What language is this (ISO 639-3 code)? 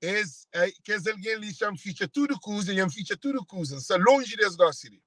kea